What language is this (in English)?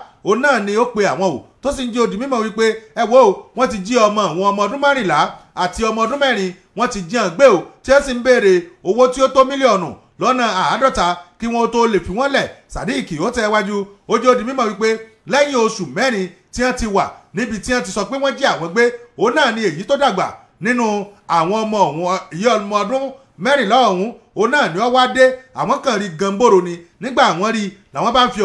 Yoruba